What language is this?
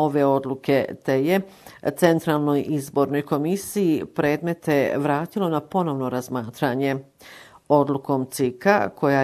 Bosnian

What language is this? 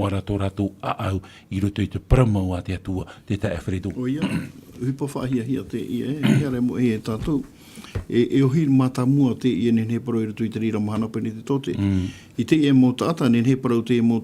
Tahitian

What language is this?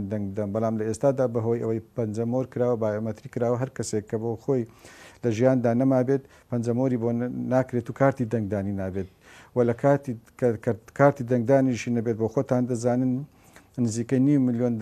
Central Kurdish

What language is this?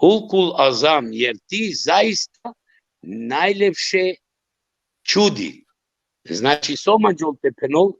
Balkan Romani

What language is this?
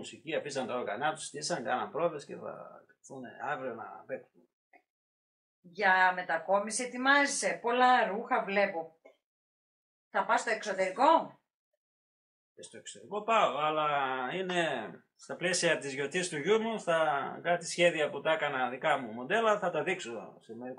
Greek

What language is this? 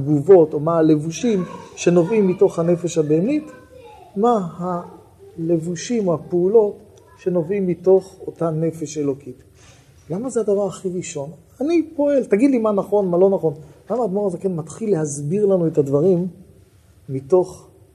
Hebrew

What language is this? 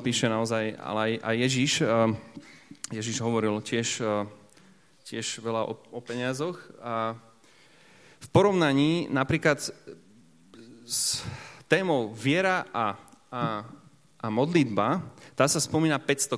Slovak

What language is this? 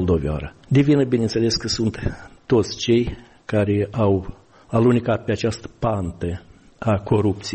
Romanian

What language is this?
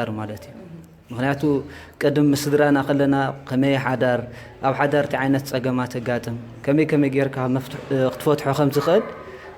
Tigrinya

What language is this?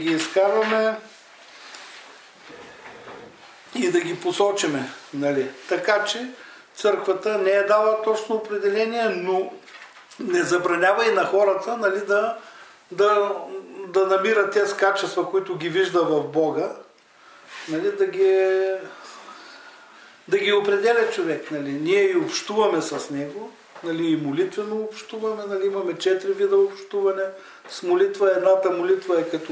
Bulgarian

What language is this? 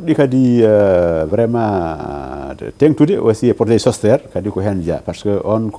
Fula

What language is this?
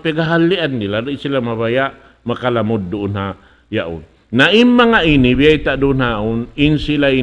Tausug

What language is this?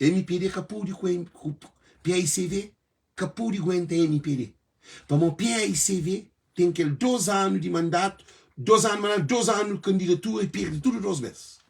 Kabuverdianu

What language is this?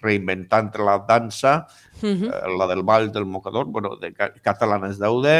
Basque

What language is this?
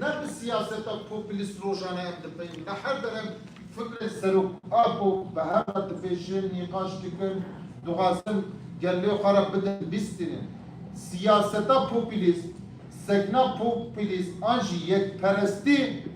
Kurdish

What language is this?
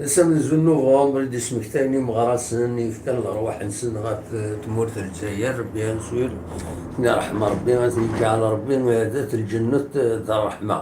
Kabyle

